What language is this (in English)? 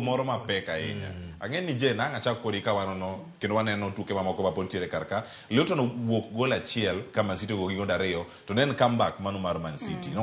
Luo (Kenya and Tanzania)